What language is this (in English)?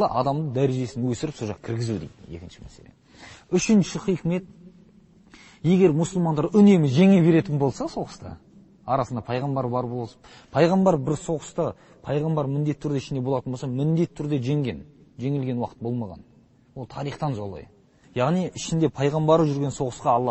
Kazakh